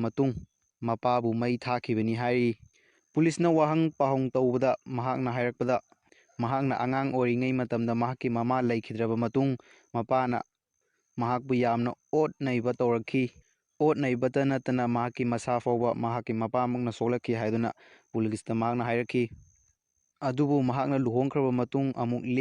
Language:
Manipuri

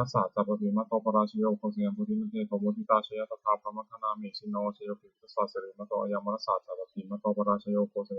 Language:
Pali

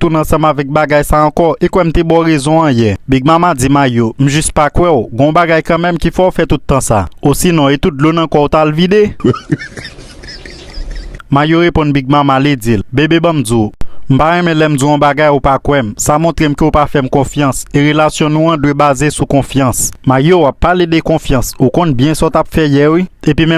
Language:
Haitian Creole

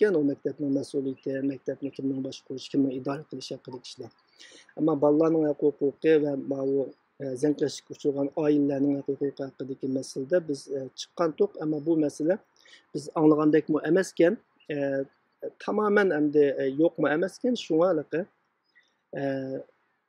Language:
Uyghur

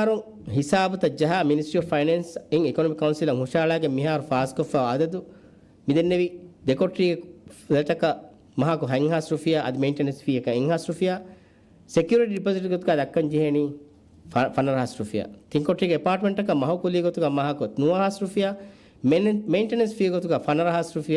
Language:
Divehi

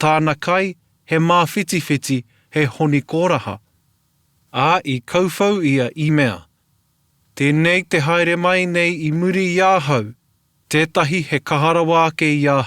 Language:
Māori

